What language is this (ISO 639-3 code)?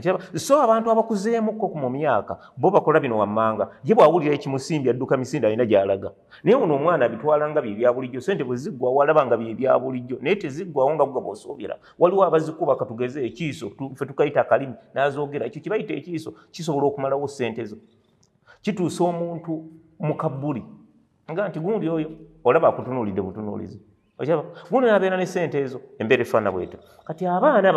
lug